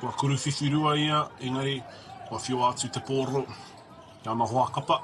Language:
Māori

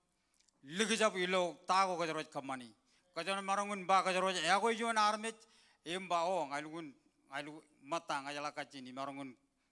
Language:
Marshallese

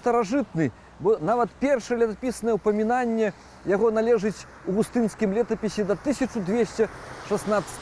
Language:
Belarusian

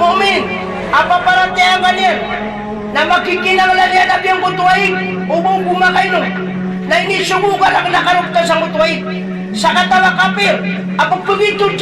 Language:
Maranao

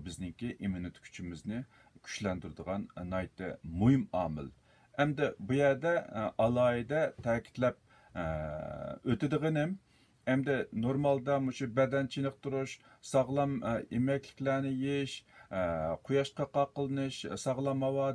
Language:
Uyghur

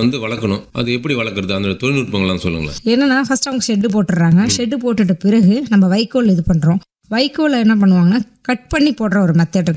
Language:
Tamil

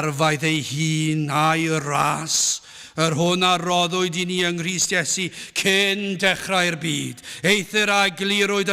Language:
Welsh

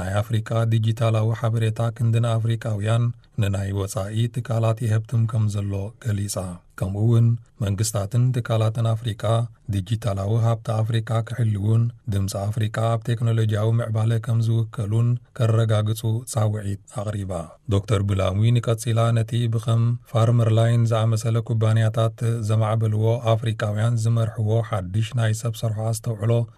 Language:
Tigrinya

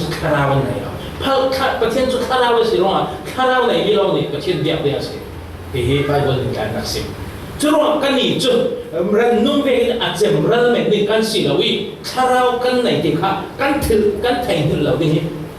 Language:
Falam Chin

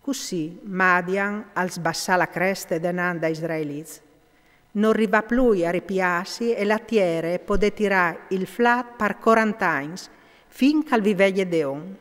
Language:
Friulian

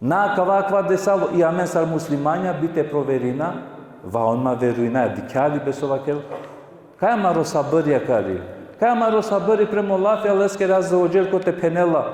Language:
Balkan Romani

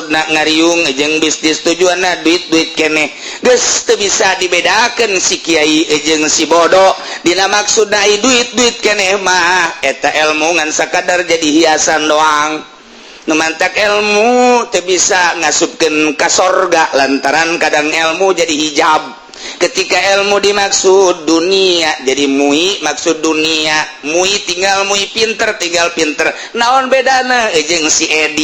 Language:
Sundanese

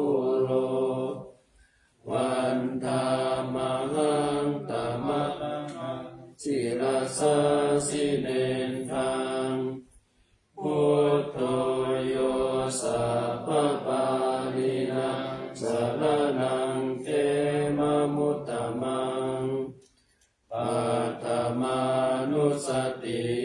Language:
Pali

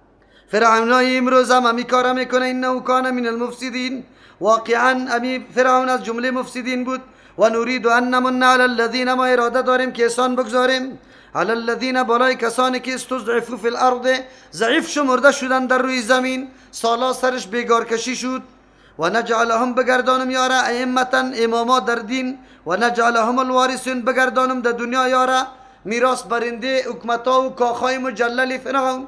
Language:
Persian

